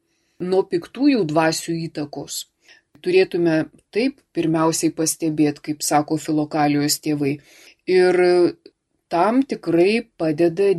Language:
Lithuanian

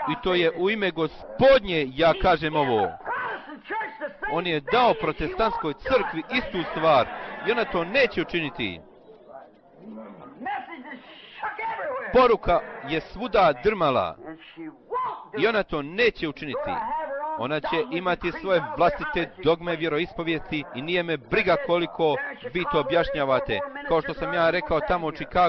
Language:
Bosnian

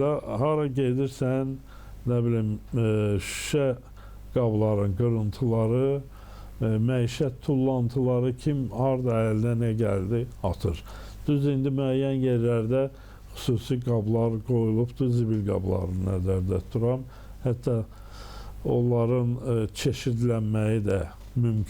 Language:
Azerbaijani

